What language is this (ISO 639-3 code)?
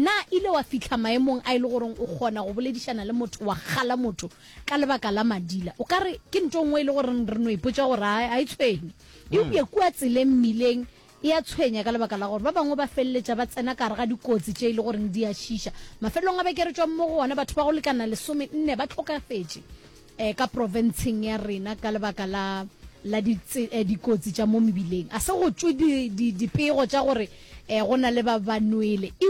nso